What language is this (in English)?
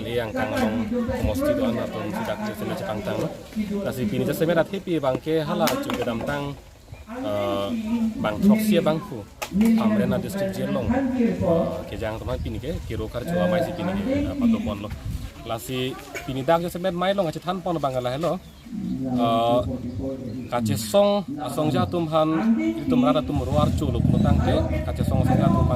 Karbi